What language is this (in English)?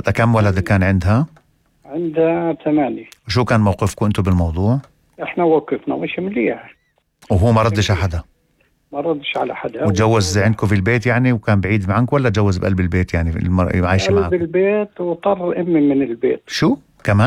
North Levantine Arabic